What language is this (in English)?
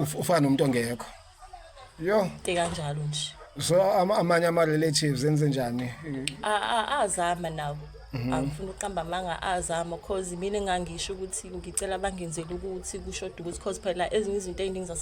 Zulu